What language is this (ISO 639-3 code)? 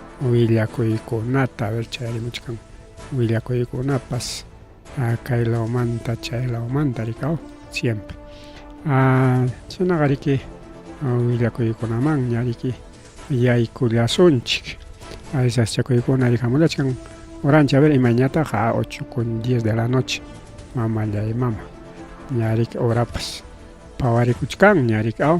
quy